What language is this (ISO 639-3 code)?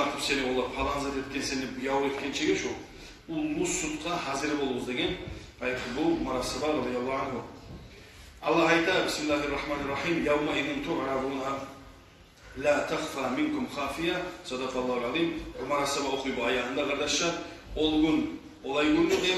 kum